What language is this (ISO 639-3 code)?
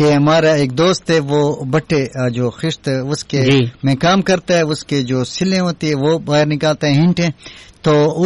urd